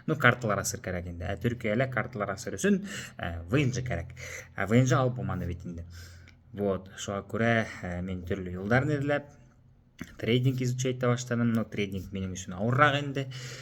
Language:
Bashkir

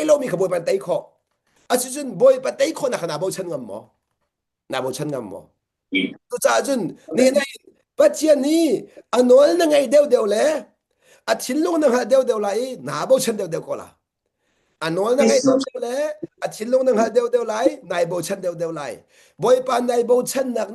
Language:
Hakha Chin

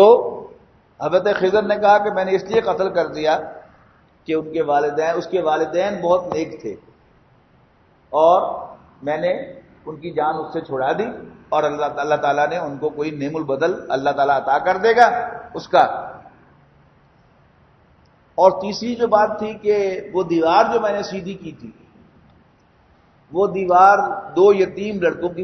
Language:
Urdu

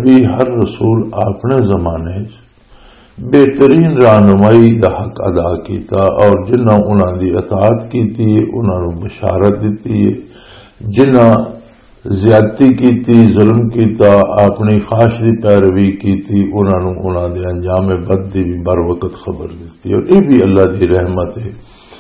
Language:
Western Panjabi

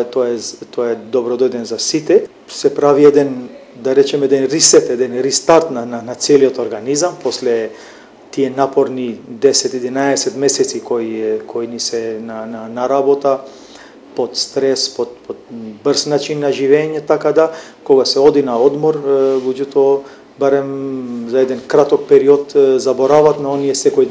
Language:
Macedonian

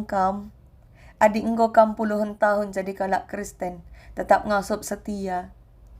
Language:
Batak Karo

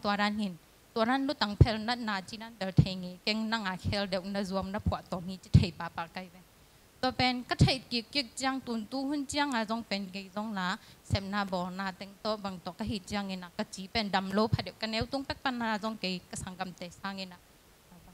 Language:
Tedim Chin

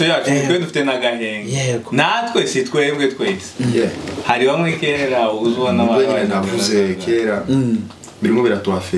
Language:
Kinyarwanda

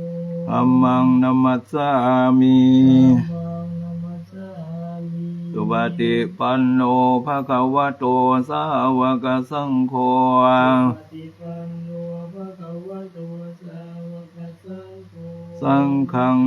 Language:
Pali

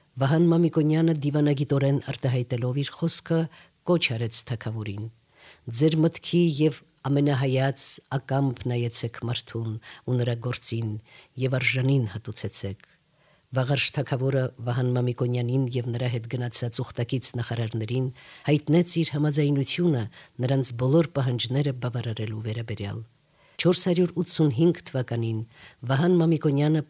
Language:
Armenian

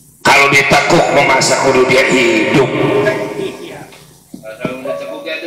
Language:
Betawi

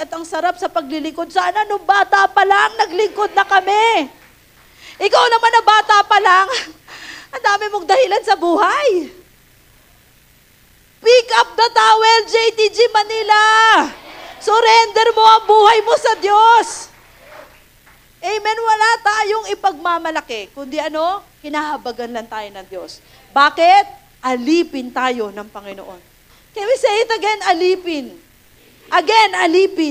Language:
Filipino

